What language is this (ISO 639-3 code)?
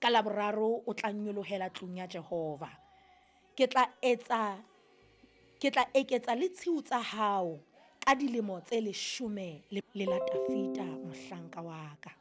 sot